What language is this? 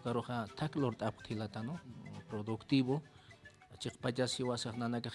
Aymara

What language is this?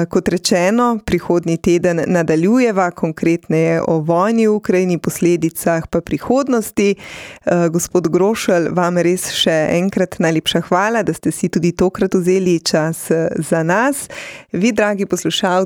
Slovenian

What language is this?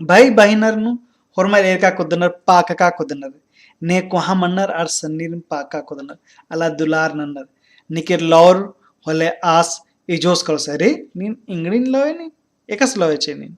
Kurukh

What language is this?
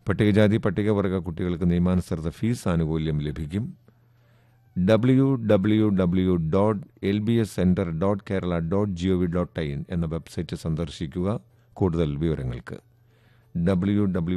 Malayalam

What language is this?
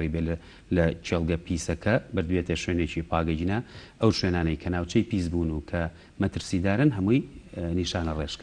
Central Kurdish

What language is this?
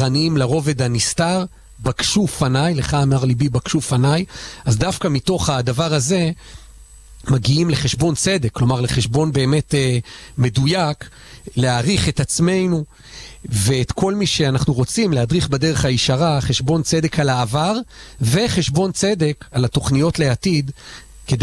Hebrew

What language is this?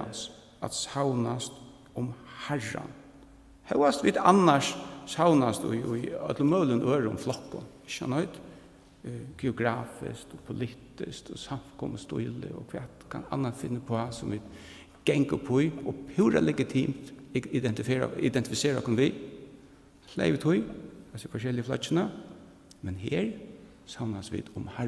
Faroese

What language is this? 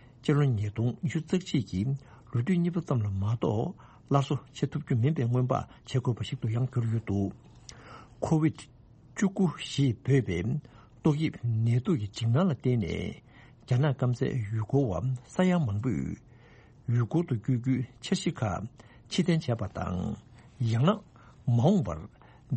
Tibetan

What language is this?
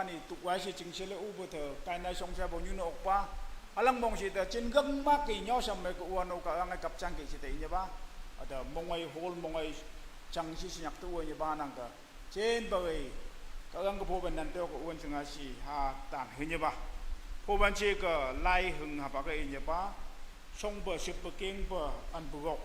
Naga Pidgin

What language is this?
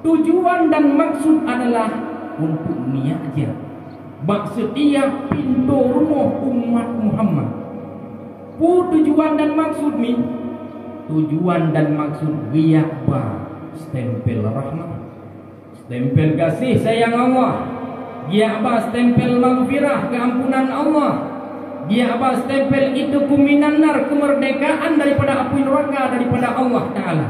Achinese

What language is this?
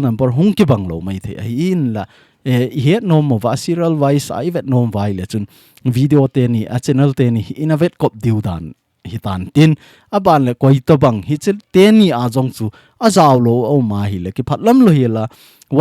Thado Chin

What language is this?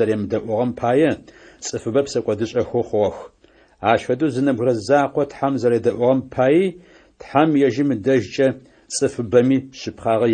Adyghe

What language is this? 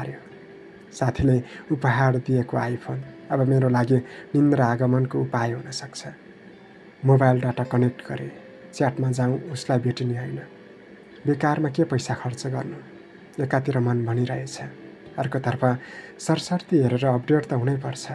Nepali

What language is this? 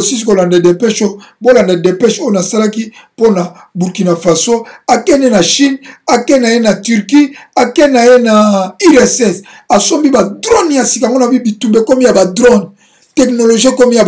Lingala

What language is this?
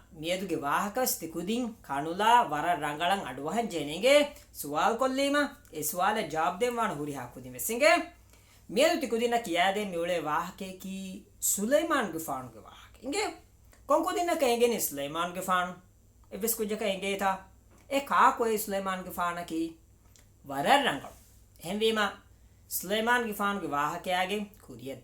Divehi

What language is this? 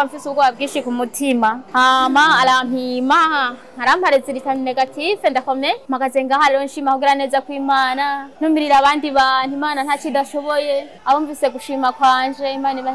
Rundi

